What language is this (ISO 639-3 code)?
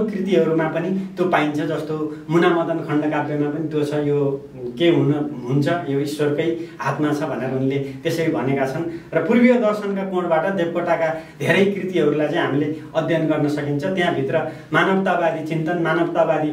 nep